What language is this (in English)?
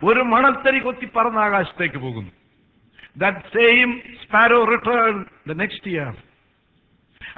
Malayalam